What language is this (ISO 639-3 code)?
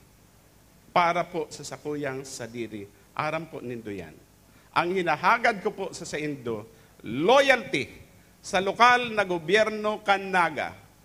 bik